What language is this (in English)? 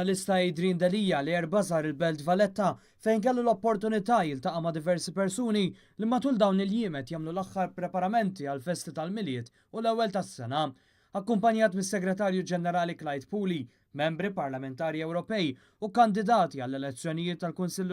Maltese